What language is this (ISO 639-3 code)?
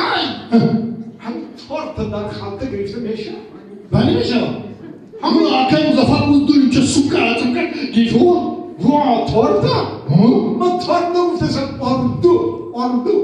tgk